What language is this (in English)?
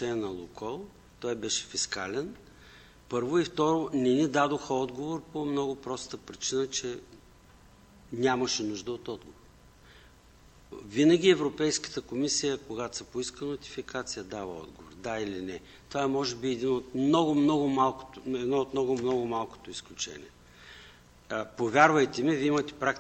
Bulgarian